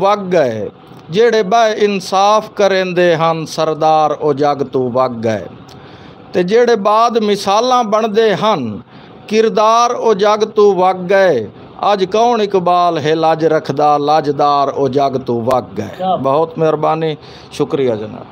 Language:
Saraiki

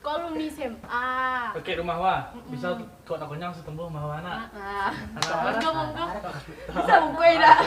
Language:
Minangkabau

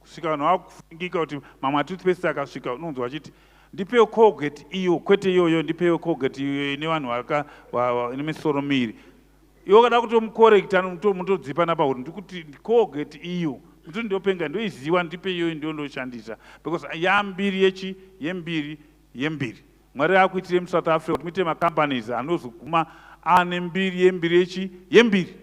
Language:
Shona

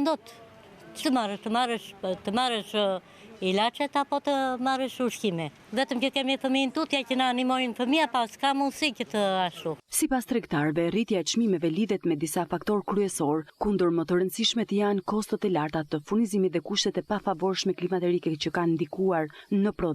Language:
Albanian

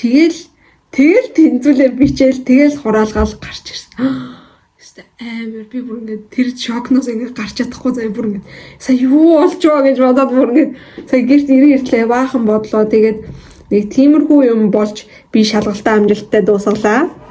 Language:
Mongolian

